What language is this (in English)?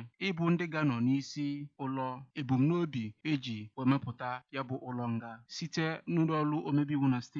Igbo